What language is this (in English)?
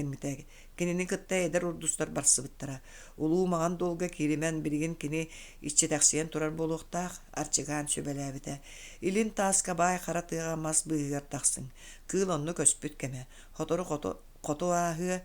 Yakut